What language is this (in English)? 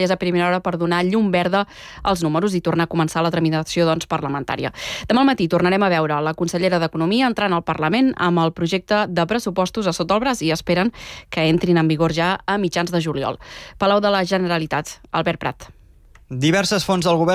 Catalan